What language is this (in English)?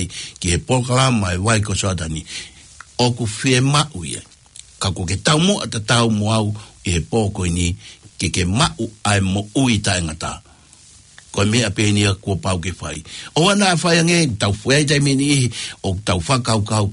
Tongan